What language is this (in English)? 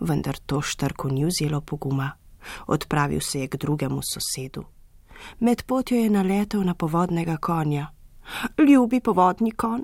Slovenian